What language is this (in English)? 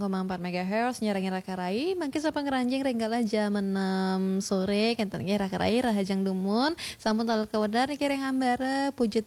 Balinese